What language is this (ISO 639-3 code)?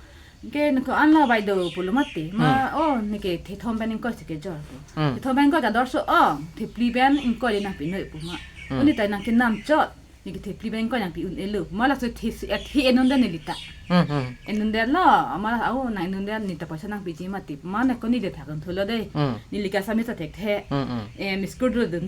mjw